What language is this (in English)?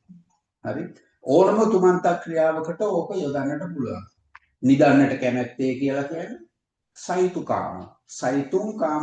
Sinhala